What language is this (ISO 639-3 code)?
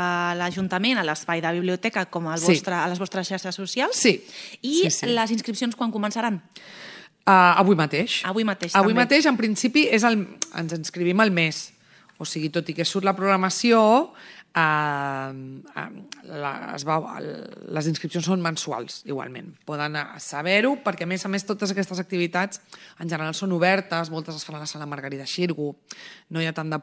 cat